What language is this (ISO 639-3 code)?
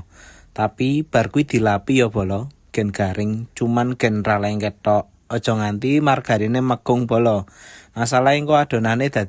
jav